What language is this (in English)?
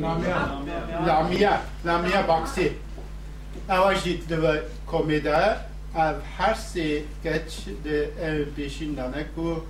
Kurdish